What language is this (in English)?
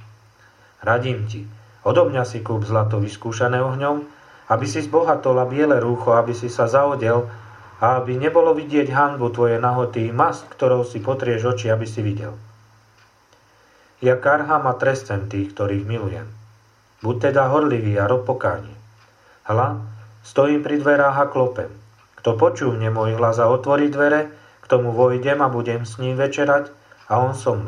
Slovak